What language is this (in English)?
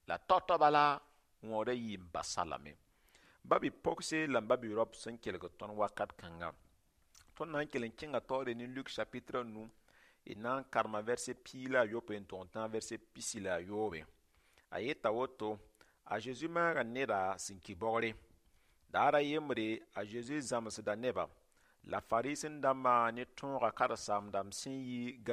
Mossi